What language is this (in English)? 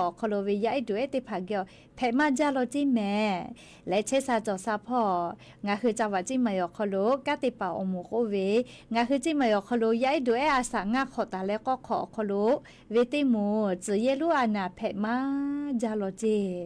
Lahu